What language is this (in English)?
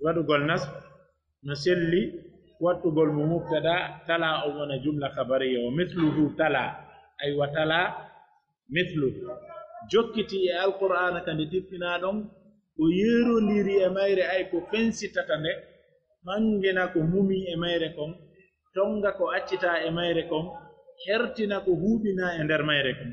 Pular